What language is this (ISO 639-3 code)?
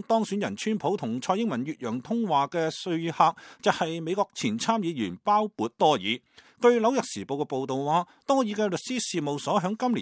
yue